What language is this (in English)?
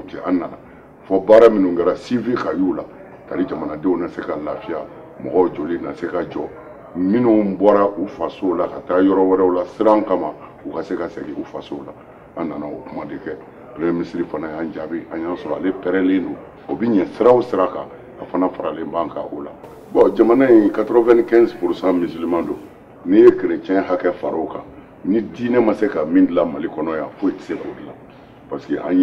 Bambara